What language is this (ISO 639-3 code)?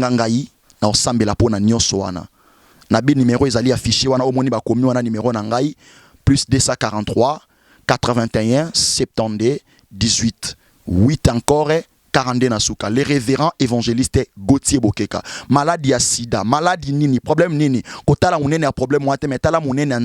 lin